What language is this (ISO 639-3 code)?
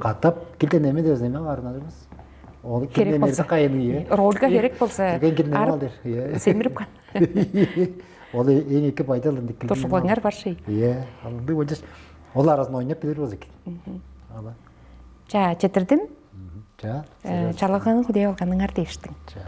tyv